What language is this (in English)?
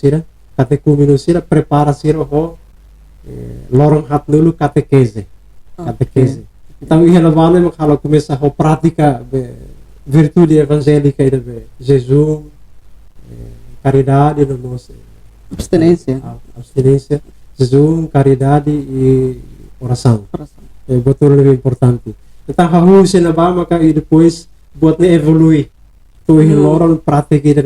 Tetum